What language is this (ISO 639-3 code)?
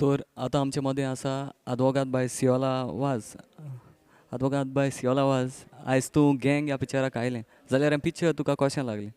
kok